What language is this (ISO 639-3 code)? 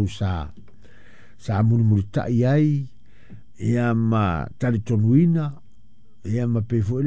smo